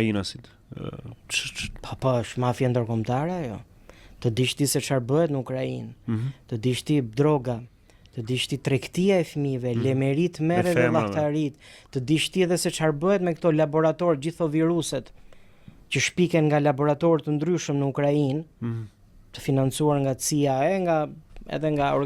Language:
Albanian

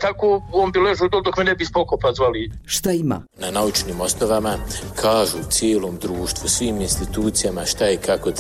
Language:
Bosnian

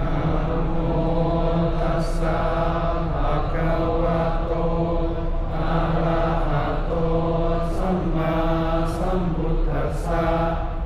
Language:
Pali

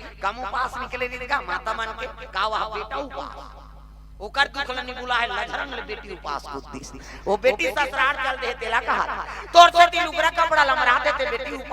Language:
Chhattisgarhi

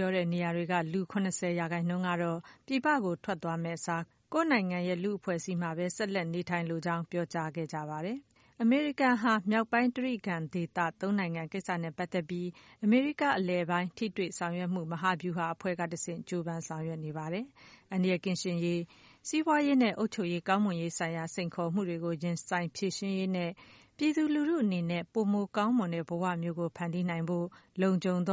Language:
Burmese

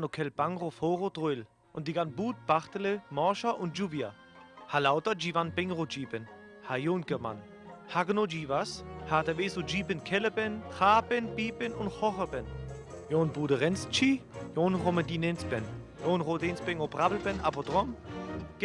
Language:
Sinte Romani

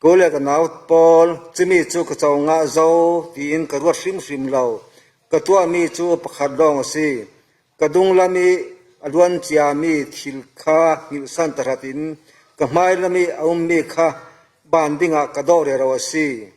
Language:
Falam Chin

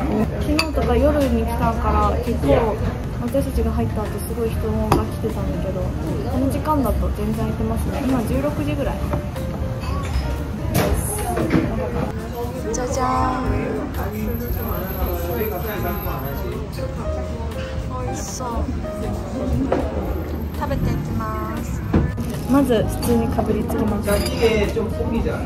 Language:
Japanese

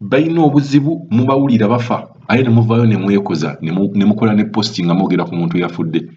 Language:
Ganda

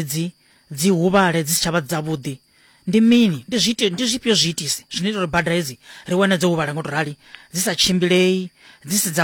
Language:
Venda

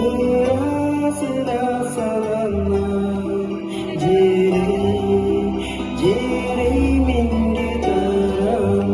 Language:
Yakut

